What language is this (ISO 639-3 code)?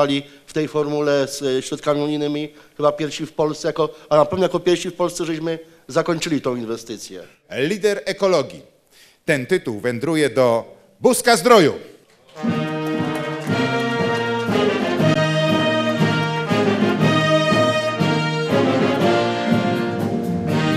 pol